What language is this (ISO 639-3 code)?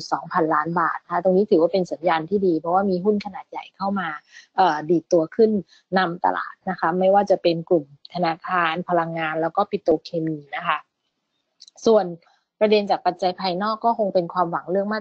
tha